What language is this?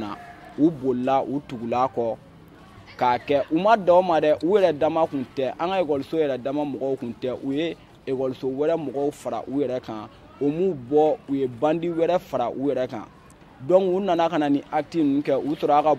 Bambara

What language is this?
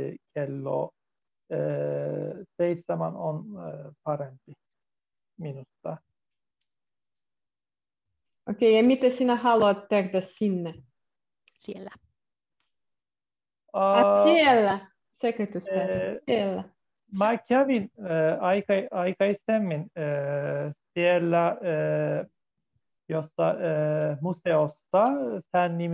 Finnish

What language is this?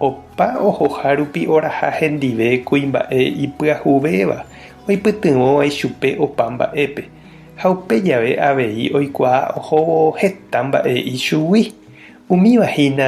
Guarani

